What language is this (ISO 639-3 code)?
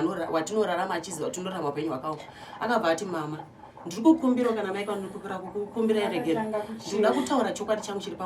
sna